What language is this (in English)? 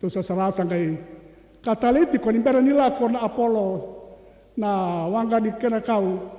Fijian